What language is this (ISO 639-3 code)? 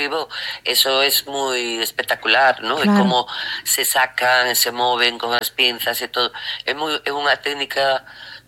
glg